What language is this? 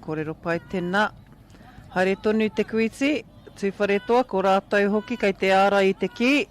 Māori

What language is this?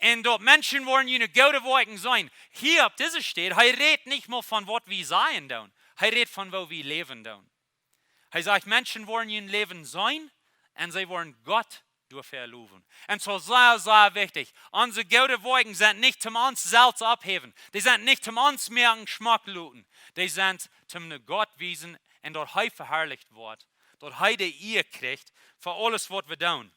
Plautdietsch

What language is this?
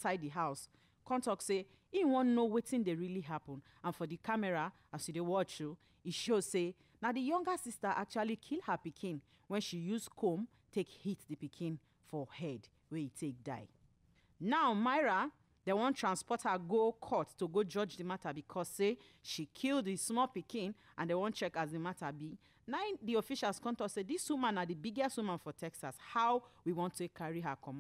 Nigerian Pidgin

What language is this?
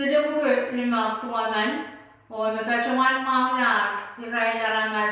Pohnpeian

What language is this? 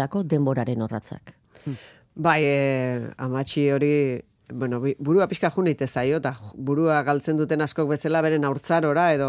Basque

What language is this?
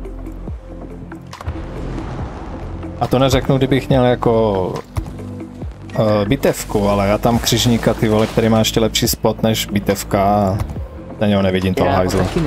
Czech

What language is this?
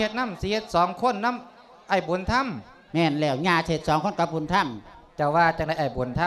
Lao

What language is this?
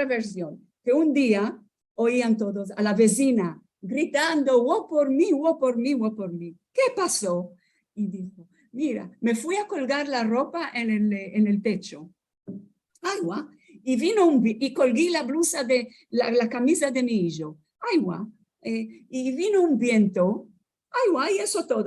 Ladino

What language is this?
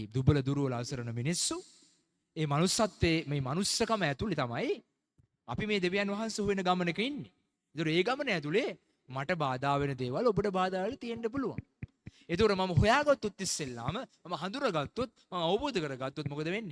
Sinhala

